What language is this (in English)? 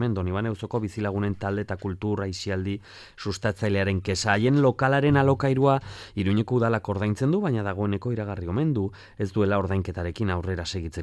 Basque